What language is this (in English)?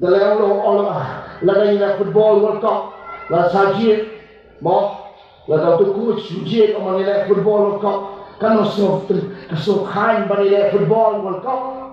Khasi